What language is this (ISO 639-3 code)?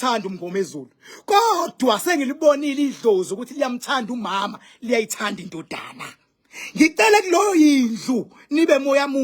zul